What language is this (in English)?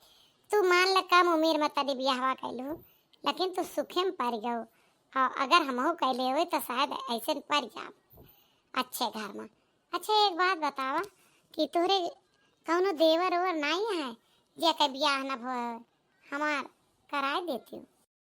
Awadhi